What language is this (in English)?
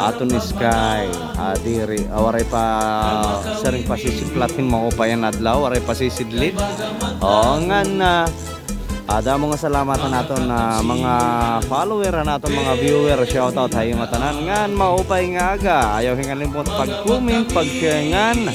Waray